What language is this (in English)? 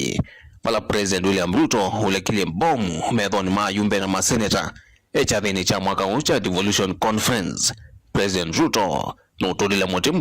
Kamba